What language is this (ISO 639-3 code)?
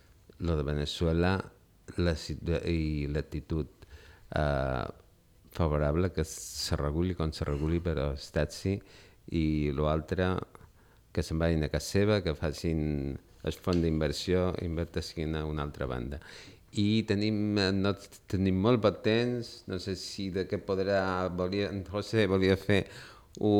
cat